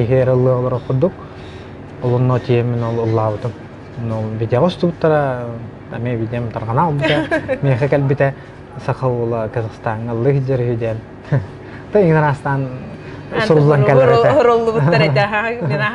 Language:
Yakut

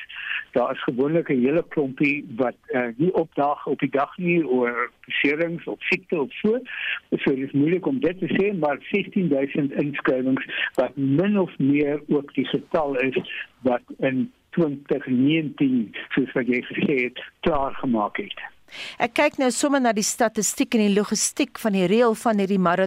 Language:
Afrikaans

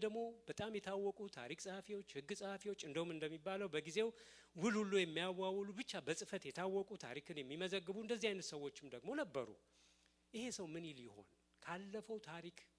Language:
Amharic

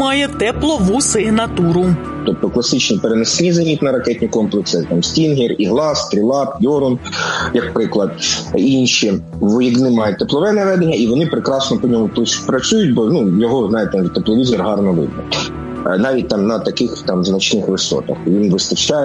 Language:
Ukrainian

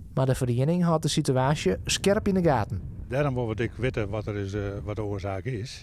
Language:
Western Frisian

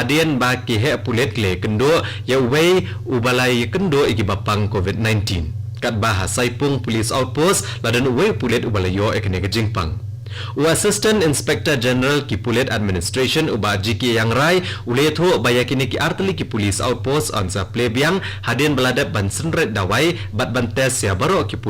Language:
Khasi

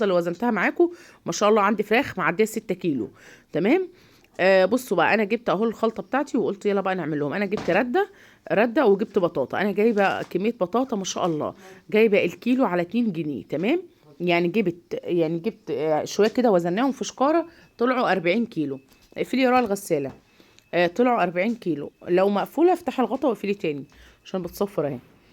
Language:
Egyptian Arabic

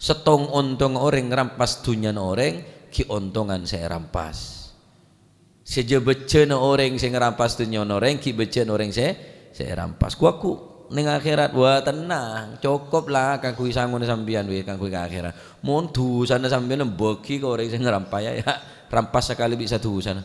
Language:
Madurese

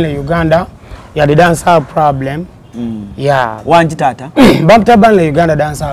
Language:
Ganda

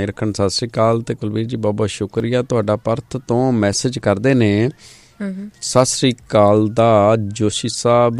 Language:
Punjabi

